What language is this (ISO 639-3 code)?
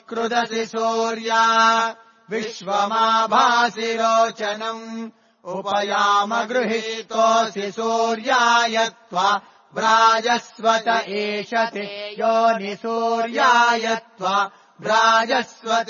san